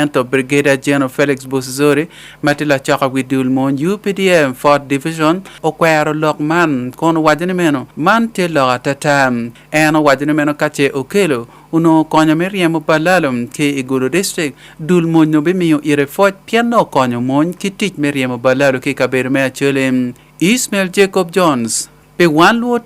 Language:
Acoli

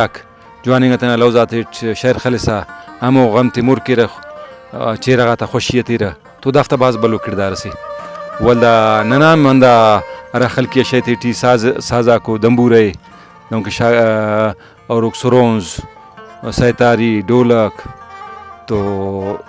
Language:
Brahui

